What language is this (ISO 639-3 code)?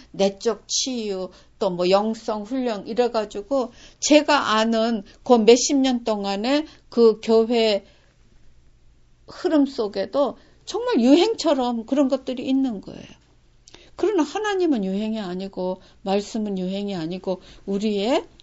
kor